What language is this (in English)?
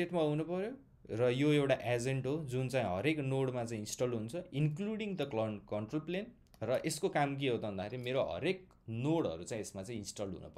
Nepali